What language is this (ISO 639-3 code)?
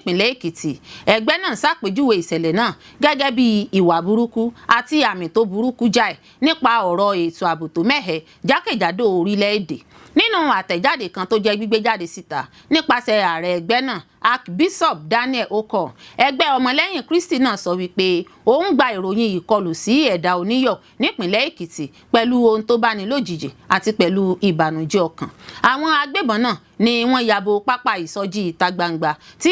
yor